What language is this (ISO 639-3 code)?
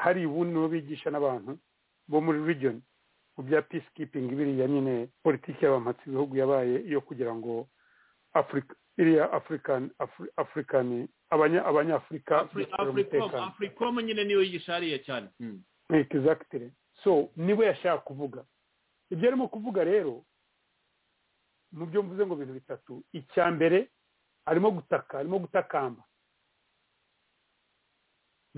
kin